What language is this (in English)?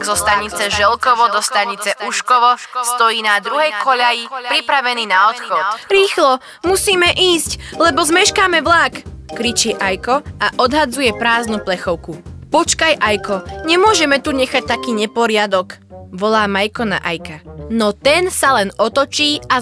Slovak